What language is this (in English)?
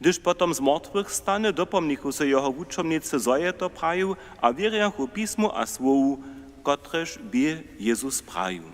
Upper Sorbian